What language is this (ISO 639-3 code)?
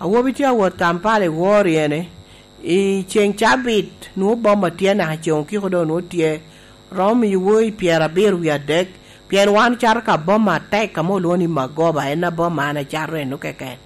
laj